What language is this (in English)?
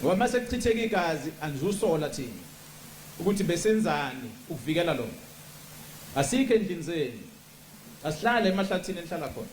Zulu